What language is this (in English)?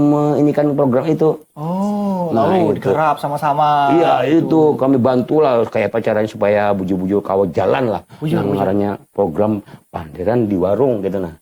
Banjar